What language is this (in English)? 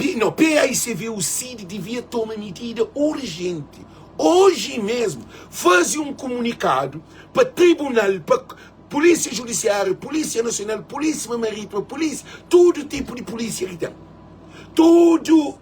Kabuverdianu